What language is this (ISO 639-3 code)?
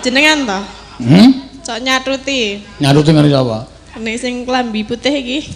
jav